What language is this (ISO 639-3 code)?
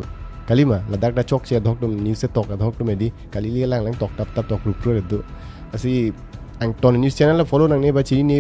mjw